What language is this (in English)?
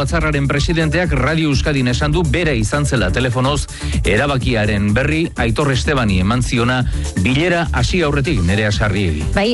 Basque